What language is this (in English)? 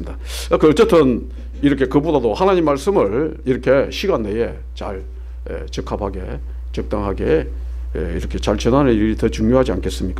Korean